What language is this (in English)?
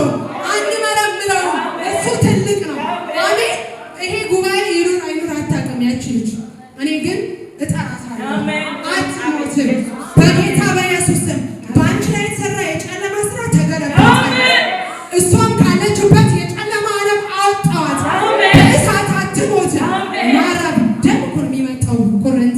Amharic